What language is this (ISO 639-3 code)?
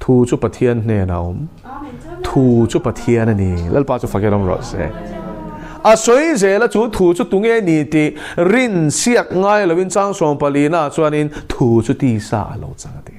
lus